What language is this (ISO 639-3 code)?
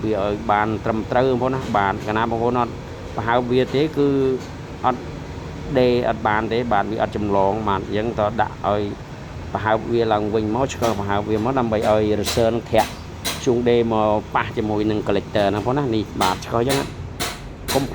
khm